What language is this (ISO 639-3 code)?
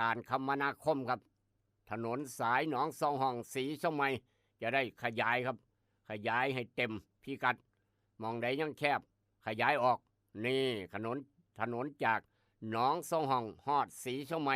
lao